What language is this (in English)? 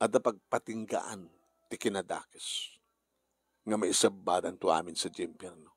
Iloko